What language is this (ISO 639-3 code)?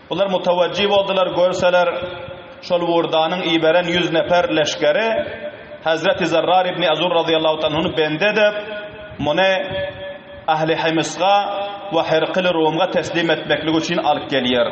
tuk